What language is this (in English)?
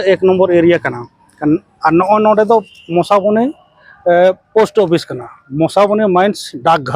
Santali